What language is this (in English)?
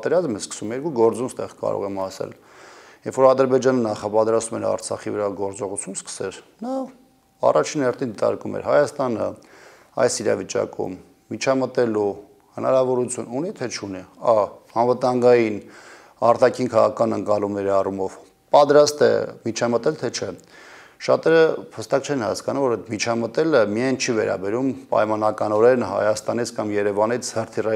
Armenian